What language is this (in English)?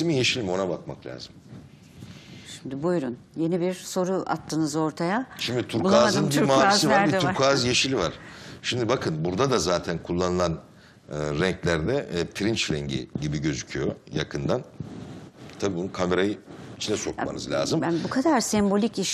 Turkish